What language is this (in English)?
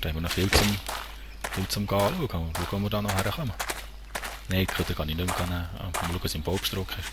Swiss German